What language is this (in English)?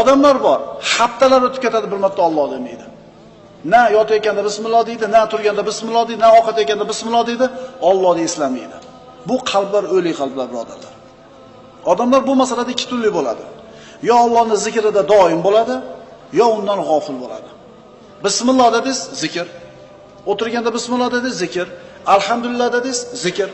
Uzbek